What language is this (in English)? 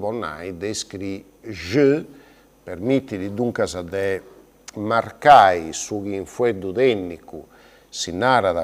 Sardinian